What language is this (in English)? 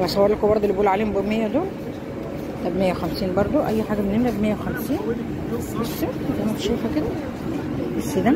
Egyptian Arabic